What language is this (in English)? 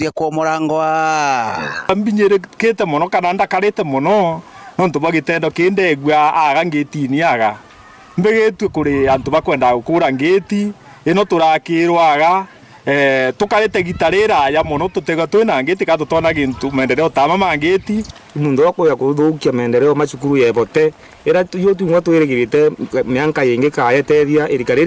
Meru